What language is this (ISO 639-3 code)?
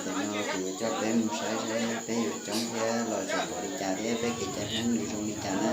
hmn